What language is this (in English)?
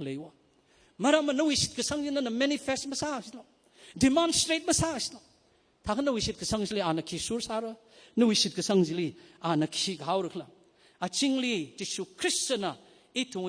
Tangkhul Naga (India)